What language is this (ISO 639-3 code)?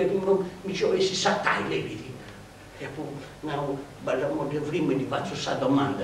srd